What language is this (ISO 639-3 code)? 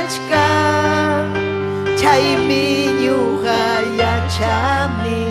quy